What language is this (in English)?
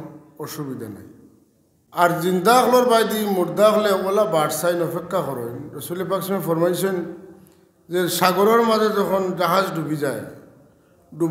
Sylheti